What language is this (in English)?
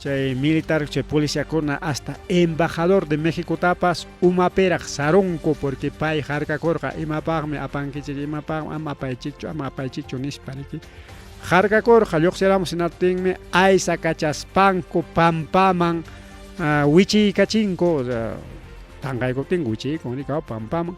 Ayacucho Quechua